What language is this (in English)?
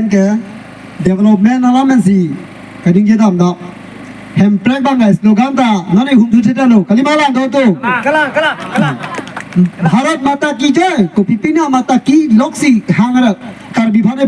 Karbi